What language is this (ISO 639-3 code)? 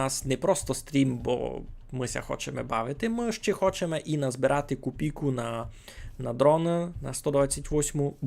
rue